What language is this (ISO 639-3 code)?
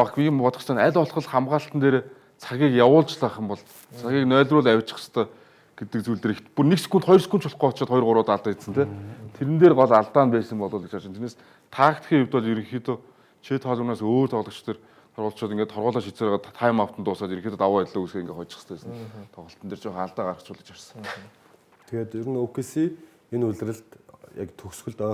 mon